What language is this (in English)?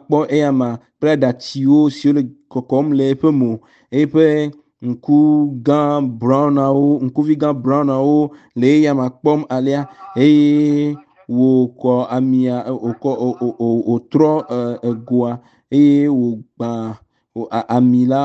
Ewe